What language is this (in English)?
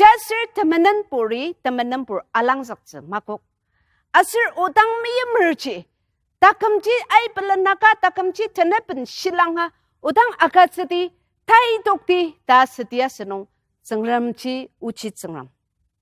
Ao Naga